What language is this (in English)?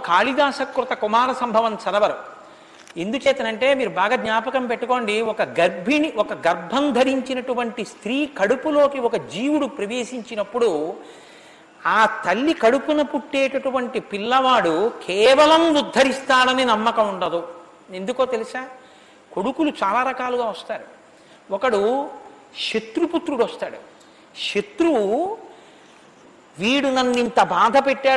Telugu